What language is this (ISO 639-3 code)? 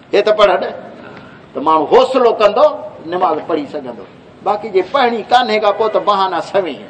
skr